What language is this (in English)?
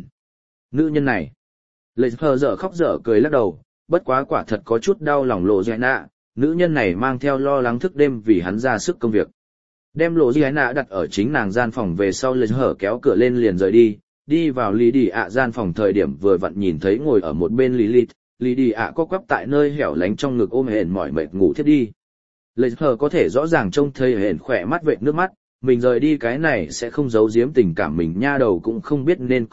Vietnamese